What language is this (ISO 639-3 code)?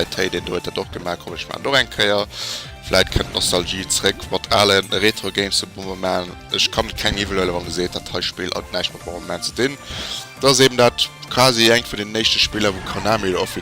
ltz